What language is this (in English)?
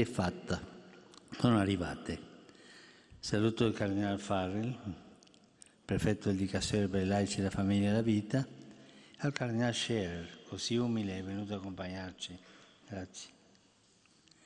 Italian